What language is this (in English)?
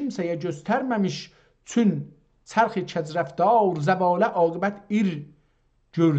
South Azerbaijani